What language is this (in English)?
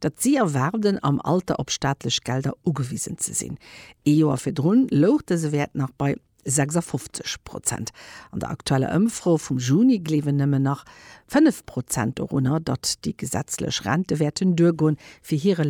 Luxembourgish